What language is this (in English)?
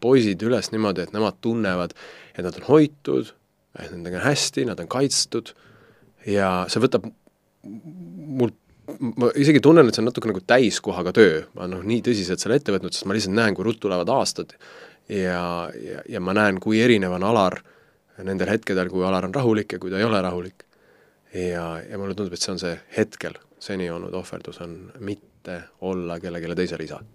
Estonian